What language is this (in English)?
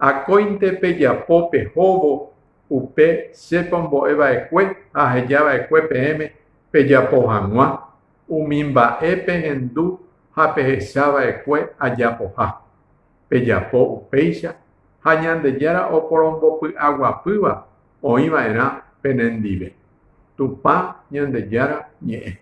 Guarani